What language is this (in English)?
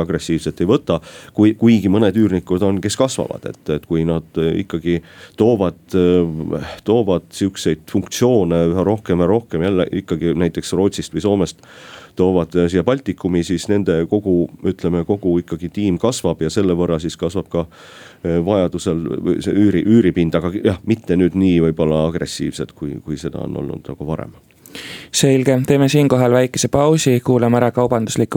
Estonian